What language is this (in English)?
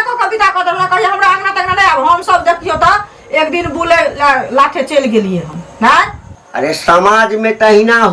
Maithili